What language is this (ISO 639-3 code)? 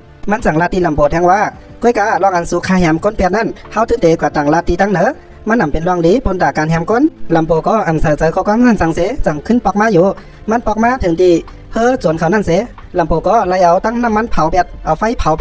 shn